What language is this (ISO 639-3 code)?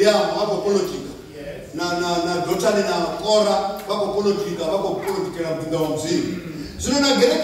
ven